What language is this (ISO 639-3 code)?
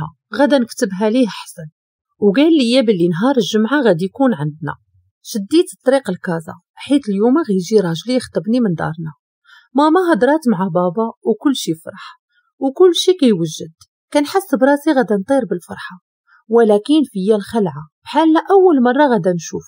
ary